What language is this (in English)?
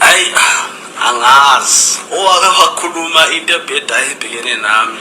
Zulu